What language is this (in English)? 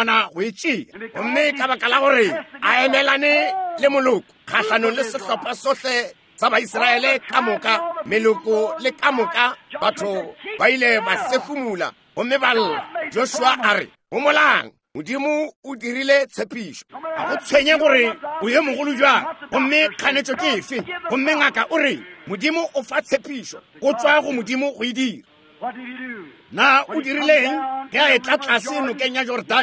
Northern Sotho